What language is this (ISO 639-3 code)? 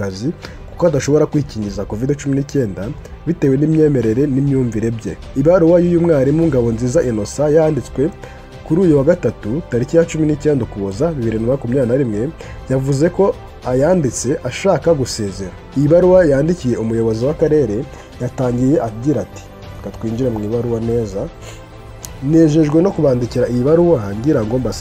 kin